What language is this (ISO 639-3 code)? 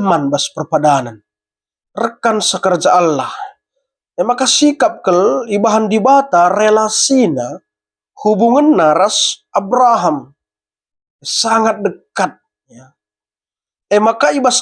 btx